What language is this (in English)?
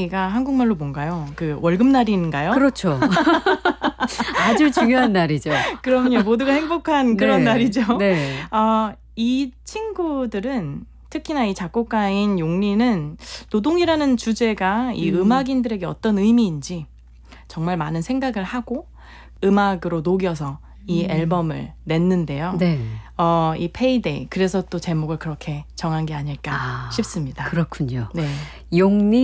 Korean